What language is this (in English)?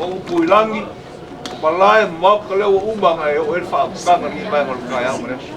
Samoan